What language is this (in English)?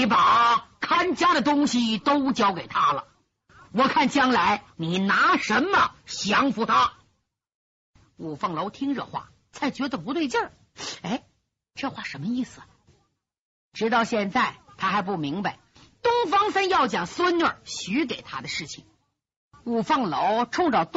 Chinese